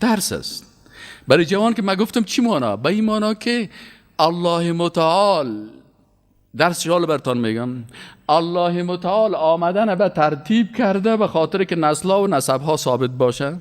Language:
Persian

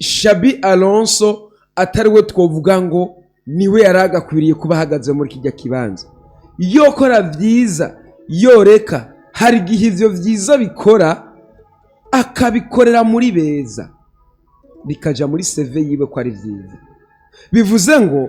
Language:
Rundi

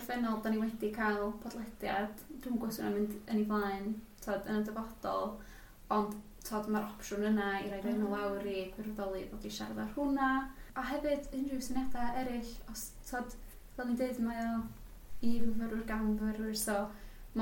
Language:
Welsh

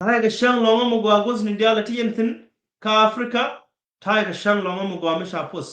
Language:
Nuer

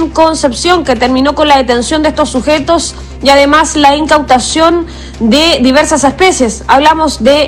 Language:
Spanish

